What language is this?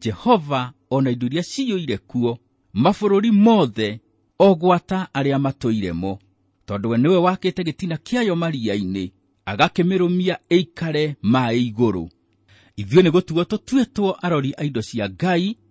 Kikuyu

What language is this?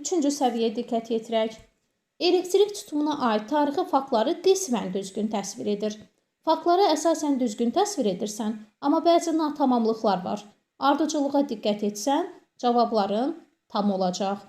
Azerbaijani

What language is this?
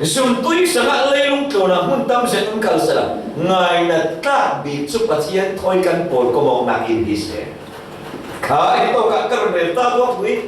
Falam Chin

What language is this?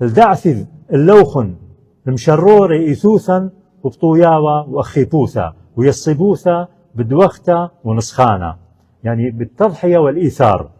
Assyrian Neo-Aramaic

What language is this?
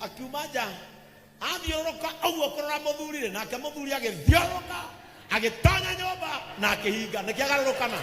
Kikuyu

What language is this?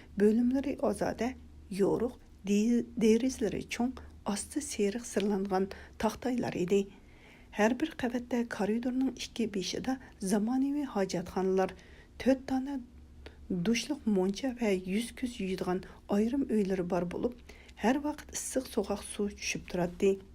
Uyghur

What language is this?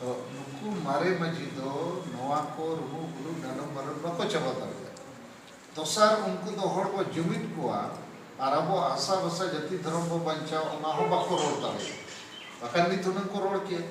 Santali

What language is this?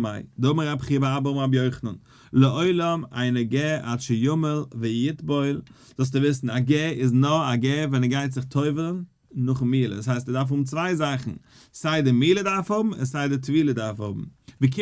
Yiddish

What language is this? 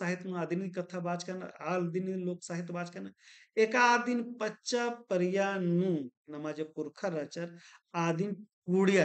Kurukh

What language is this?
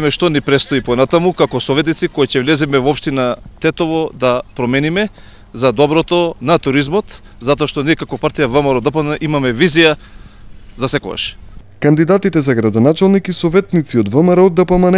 Macedonian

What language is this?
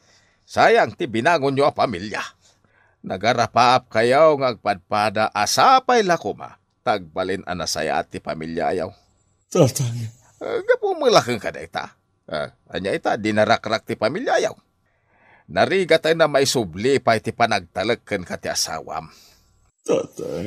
Iloko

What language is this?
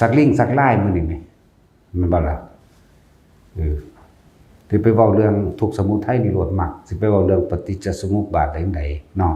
Northeastern Thai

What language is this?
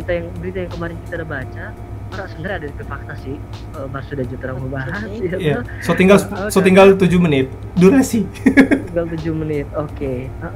Manado Malay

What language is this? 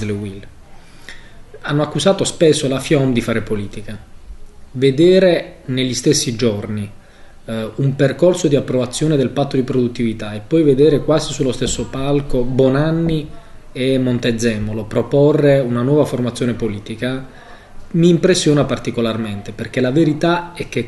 Italian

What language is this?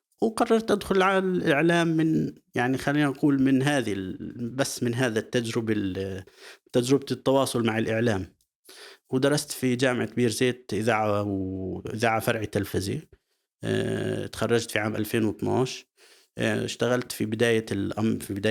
North Levantine Arabic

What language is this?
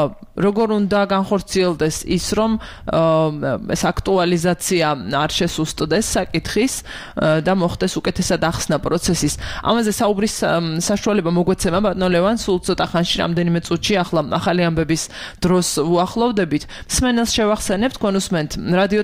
Georgian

